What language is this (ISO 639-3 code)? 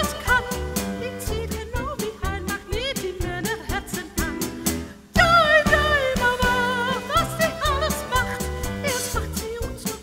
fry